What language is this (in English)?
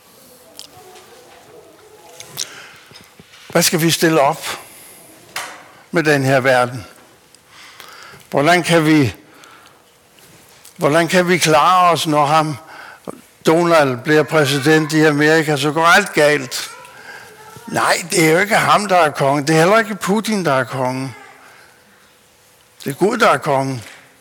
Danish